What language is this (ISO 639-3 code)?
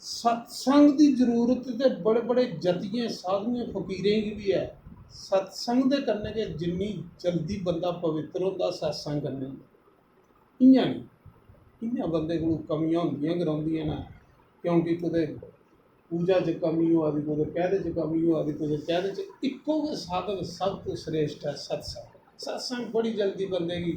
doi